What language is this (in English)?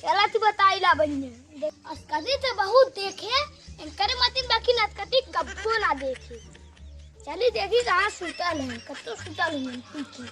Awadhi